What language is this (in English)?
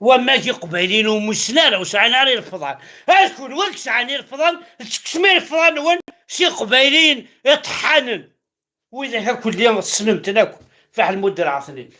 Kabyle